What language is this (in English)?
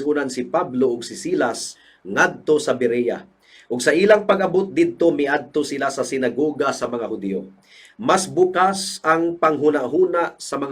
Cebuano